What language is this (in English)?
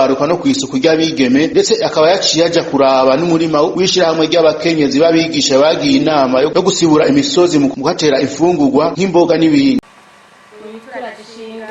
Rundi